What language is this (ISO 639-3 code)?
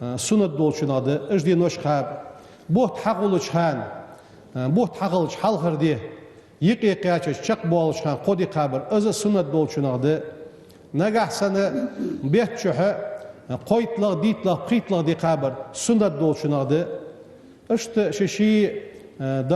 inh